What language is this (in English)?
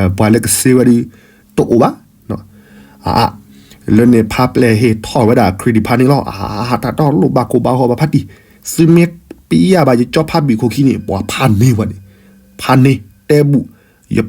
S'gaw Karen